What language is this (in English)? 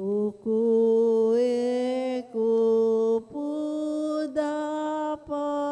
Pampanga